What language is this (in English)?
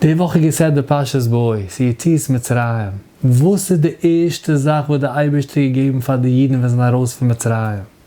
Yiddish